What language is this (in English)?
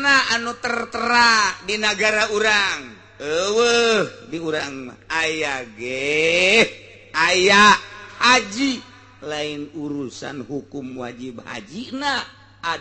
Sundanese